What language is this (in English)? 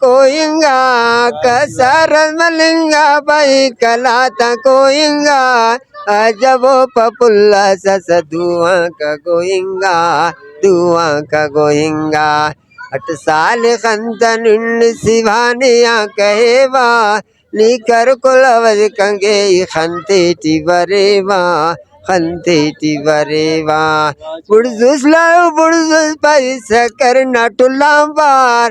Brahui